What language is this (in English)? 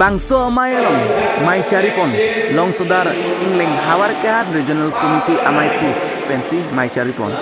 Karbi